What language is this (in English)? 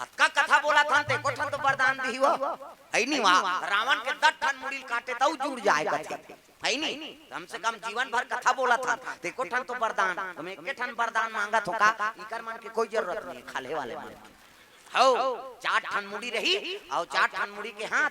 Chhattisgarhi